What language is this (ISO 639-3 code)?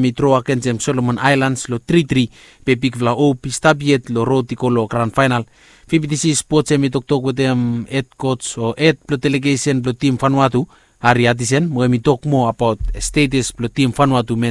bis